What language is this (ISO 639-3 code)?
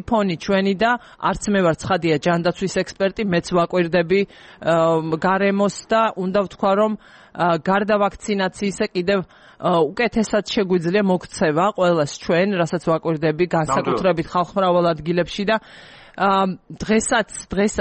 kat